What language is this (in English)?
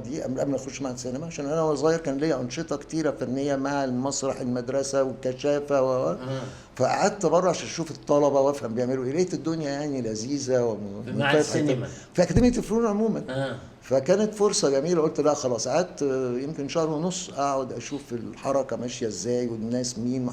Egyptian Arabic